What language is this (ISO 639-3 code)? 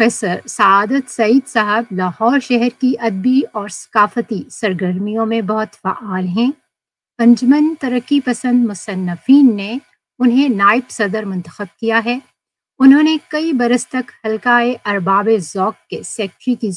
urd